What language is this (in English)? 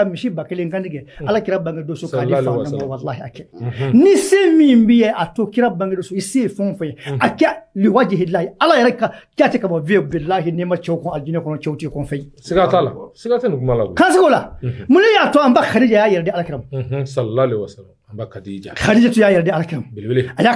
Bambara